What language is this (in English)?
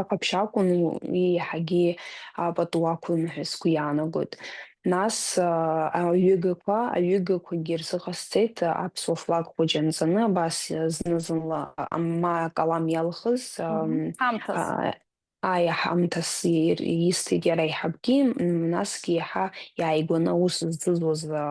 Abkhazian